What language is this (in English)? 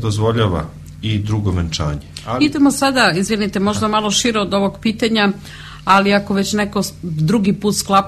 Serbian